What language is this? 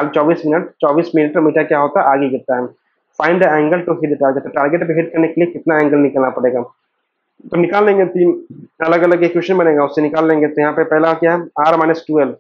Hindi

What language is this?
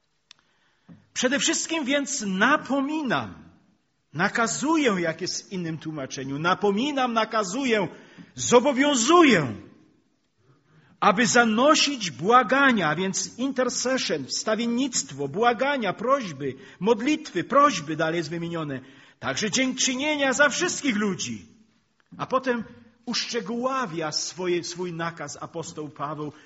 Polish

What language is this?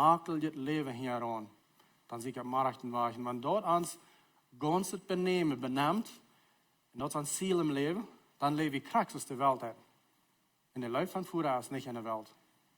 Plautdietsch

